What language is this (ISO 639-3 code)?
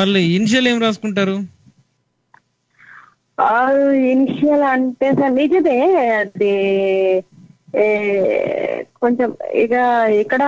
tel